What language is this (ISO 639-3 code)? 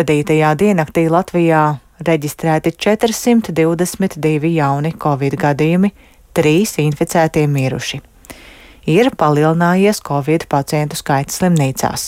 lav